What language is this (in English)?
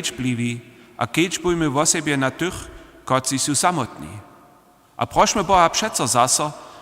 Upper Sorbian